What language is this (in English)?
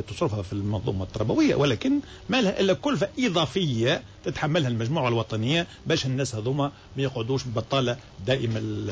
Tunisian Arabic